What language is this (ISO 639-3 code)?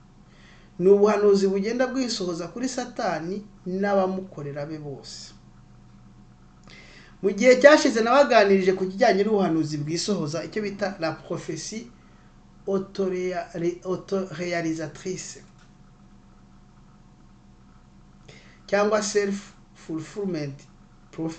kin